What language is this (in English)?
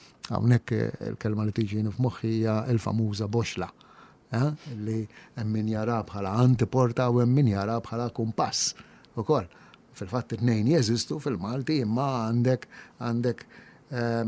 Maltese